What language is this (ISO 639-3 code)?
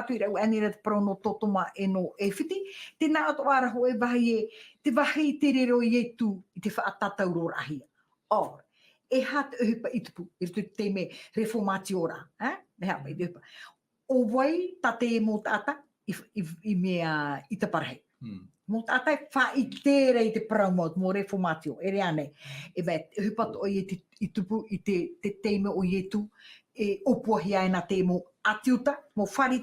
tah